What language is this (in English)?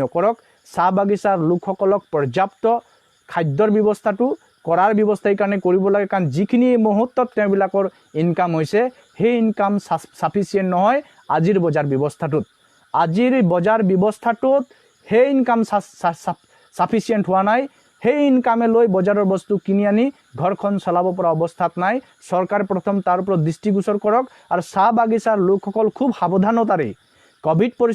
Assamese